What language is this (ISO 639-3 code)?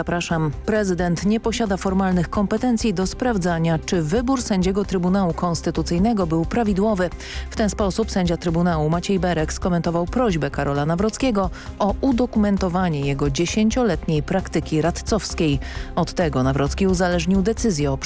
pol